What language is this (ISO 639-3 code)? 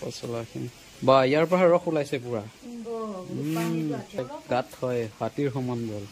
asm